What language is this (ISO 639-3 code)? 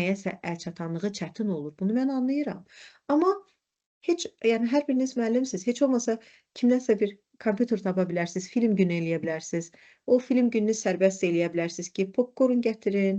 aze